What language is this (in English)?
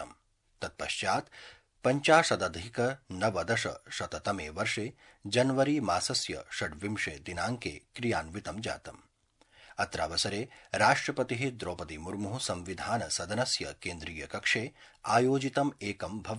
Sanskrit